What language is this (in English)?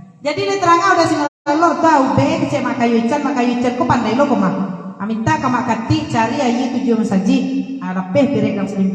Minangkabau